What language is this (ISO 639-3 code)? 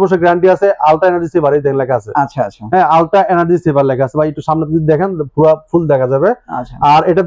ben